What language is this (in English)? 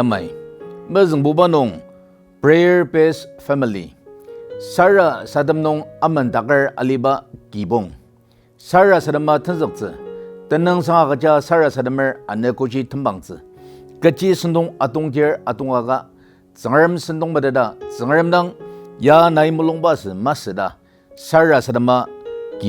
Ao Naga